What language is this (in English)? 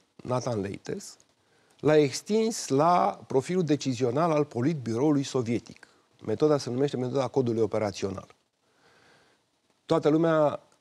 Romanian